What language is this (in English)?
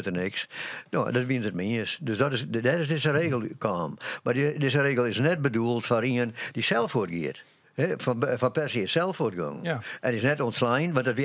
Western Frisian